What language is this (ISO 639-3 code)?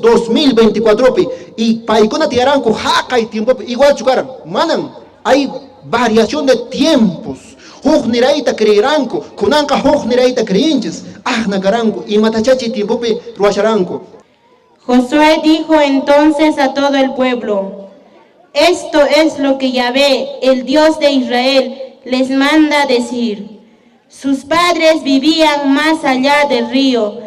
que